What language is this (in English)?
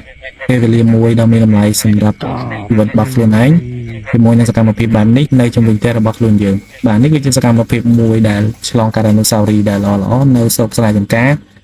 Khmer